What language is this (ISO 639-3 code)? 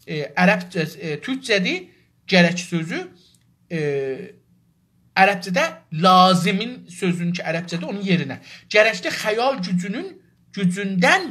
azb